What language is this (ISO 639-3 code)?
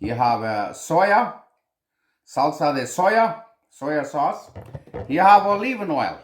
pdt